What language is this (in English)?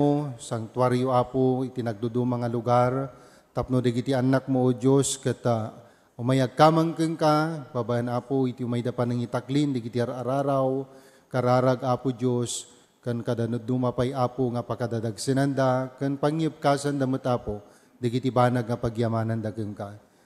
Iloko